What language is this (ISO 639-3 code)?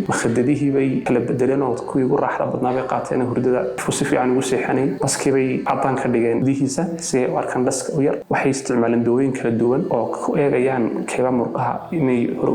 som